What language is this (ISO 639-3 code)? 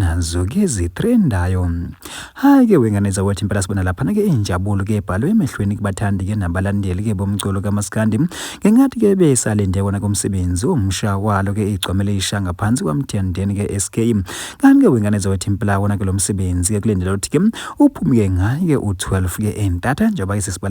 zul